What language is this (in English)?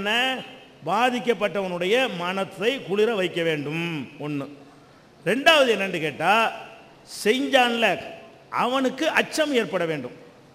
Tamil